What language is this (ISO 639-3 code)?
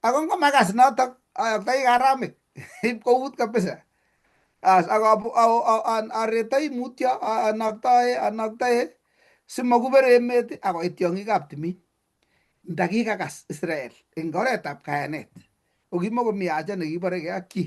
kln